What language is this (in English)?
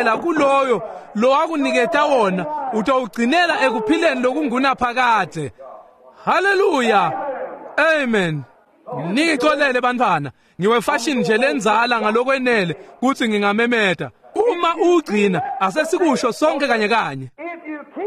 Swati